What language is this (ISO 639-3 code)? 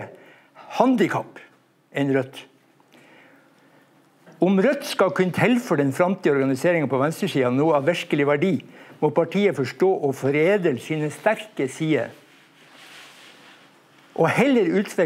nor